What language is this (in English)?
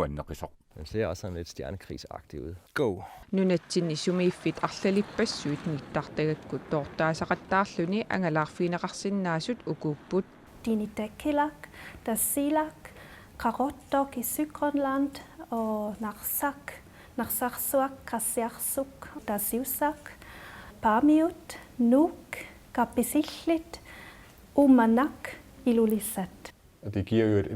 Kalaallisut